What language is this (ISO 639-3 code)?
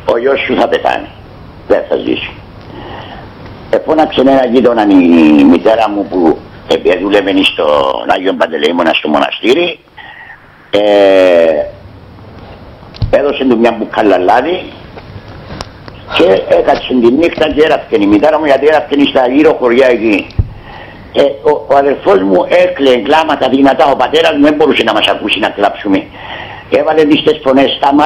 ell